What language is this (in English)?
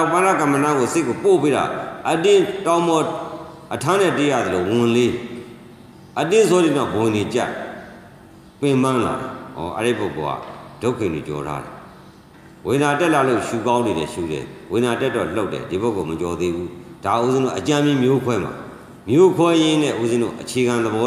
Burmese